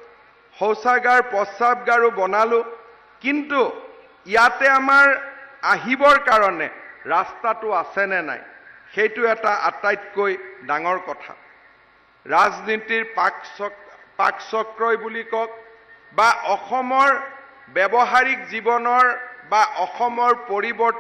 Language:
Assamese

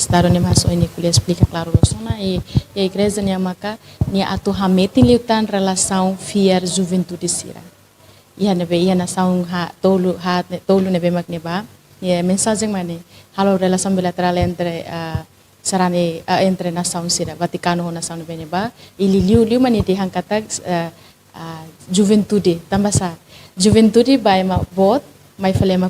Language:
Tetum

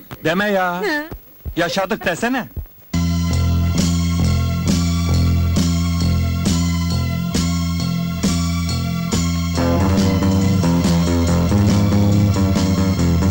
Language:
Turkish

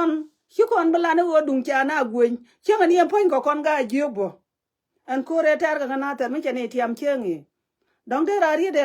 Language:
Nuer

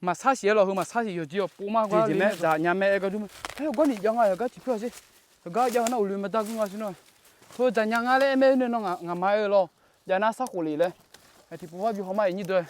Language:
Akha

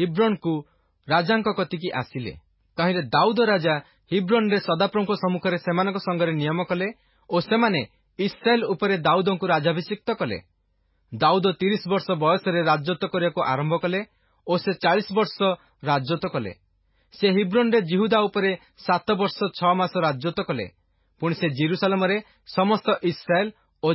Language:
Odia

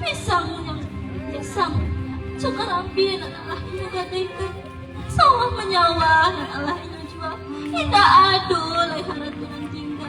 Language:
Minangkabau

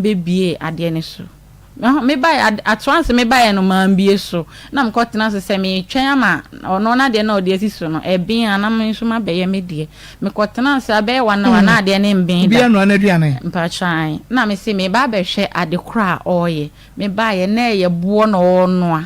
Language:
Akan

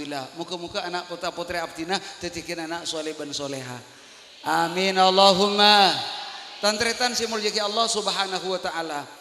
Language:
Madurese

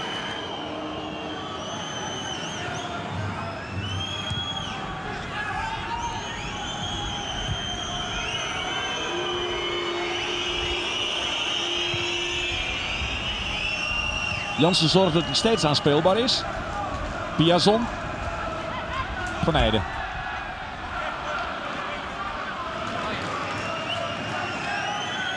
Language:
Dutch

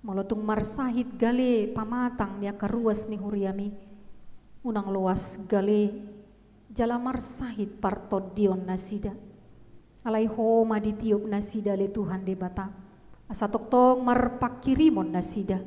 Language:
Batak Toba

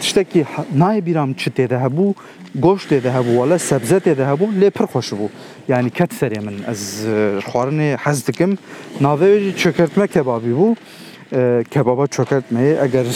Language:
Kurdish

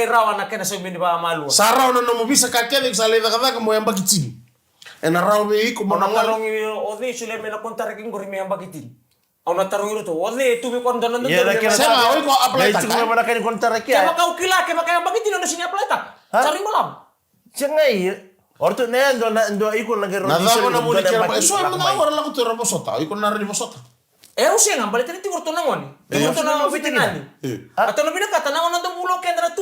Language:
Fijian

